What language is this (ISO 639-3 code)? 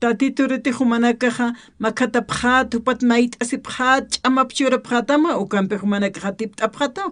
aym